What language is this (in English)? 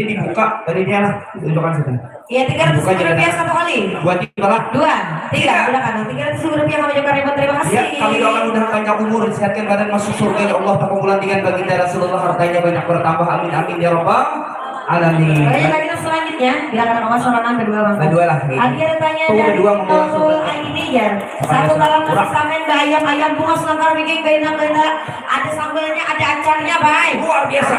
Banjar